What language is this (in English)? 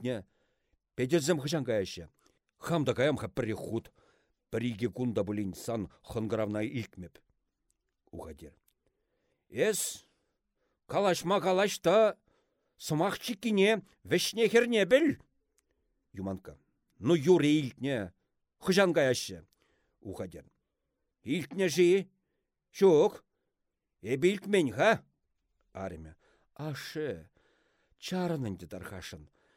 Chuvash